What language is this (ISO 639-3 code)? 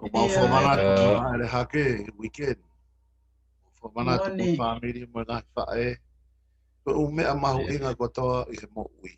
ton